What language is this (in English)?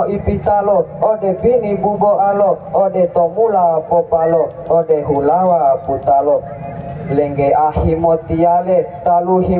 Gorontalo